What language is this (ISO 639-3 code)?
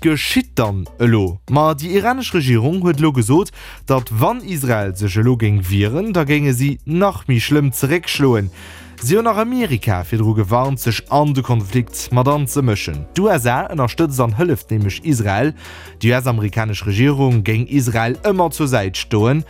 ltz